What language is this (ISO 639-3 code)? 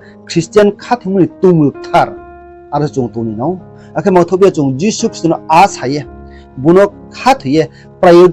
ria